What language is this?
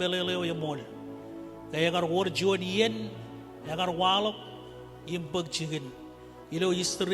Marshallese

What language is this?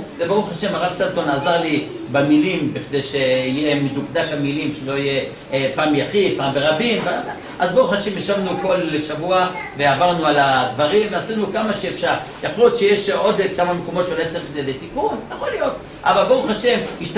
Hebrew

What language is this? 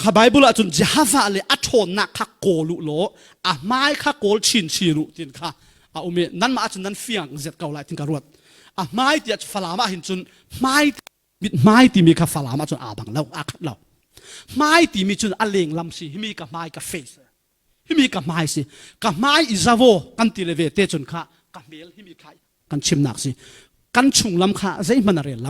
Falam Chin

